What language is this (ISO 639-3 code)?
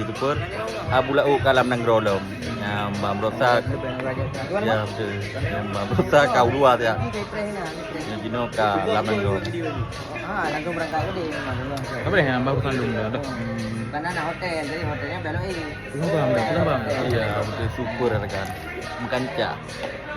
ace